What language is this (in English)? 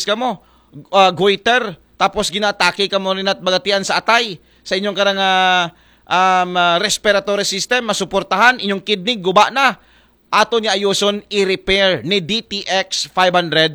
Aklanon